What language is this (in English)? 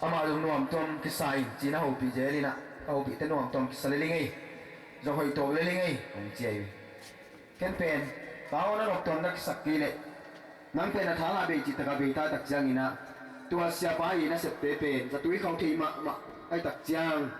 Tedim Chin